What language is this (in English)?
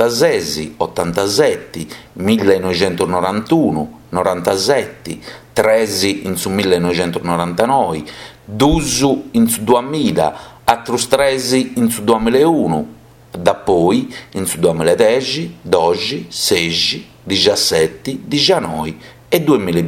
Sardinian